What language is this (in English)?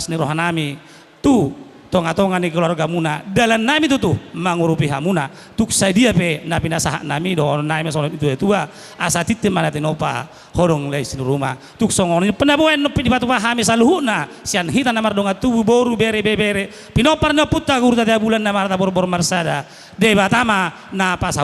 Batak Toba